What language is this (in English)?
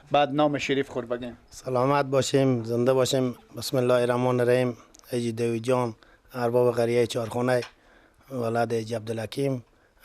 Persian